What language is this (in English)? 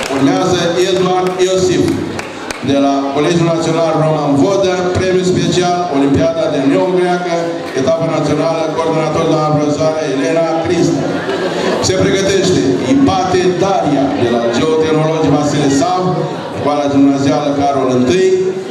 Romanian